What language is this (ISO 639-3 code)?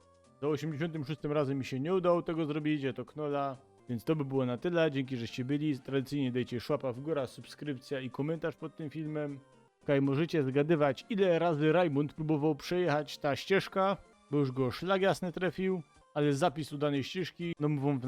szl